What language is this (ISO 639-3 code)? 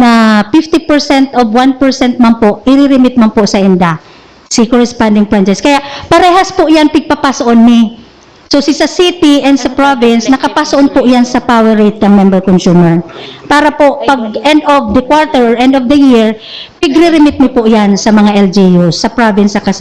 bik